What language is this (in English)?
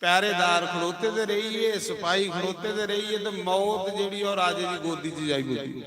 Dogri